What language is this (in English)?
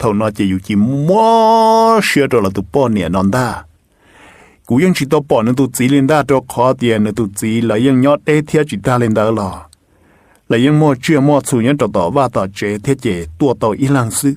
Hmong